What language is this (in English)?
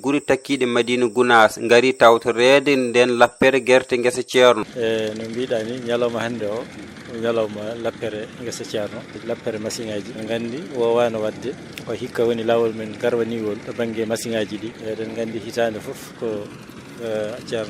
Fula